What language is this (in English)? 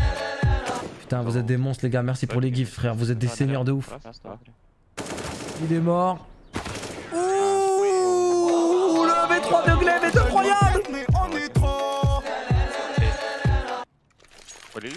French